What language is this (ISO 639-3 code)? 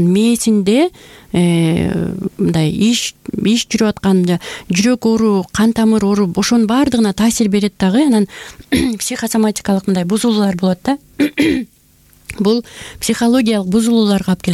kir